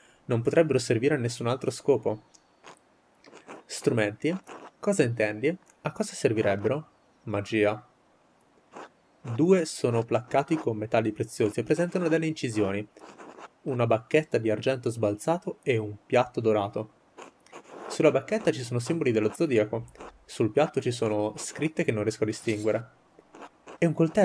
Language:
Italian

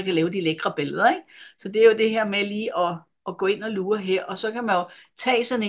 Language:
Danish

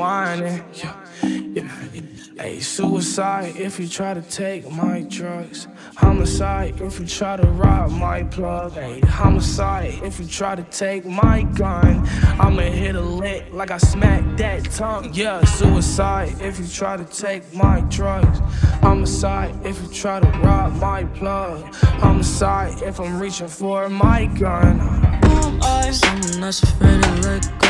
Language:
English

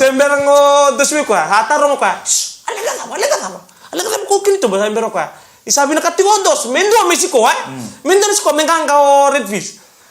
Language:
Fijian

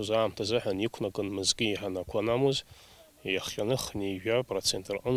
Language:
Abkhazian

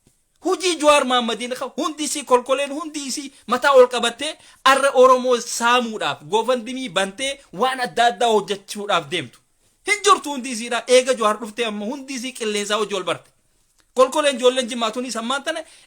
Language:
Oromo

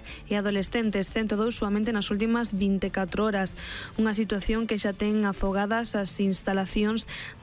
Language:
Galician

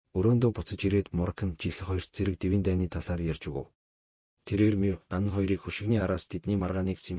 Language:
Mongolian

